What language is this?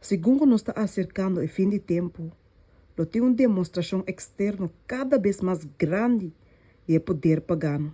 Papiamento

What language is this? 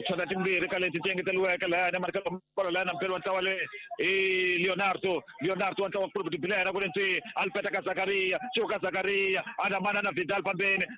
Tsonga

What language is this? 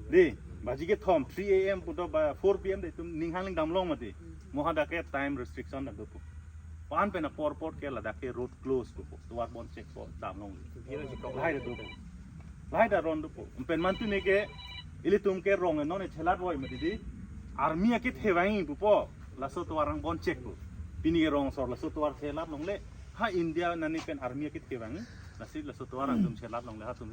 Karbi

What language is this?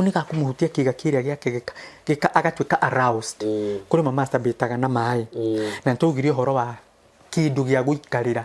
Kikuyu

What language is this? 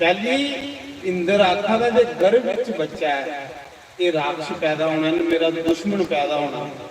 Dogri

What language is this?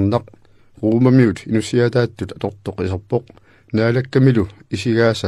Kalaallisut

